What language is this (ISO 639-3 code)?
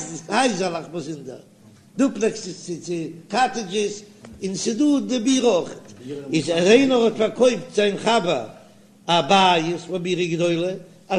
yid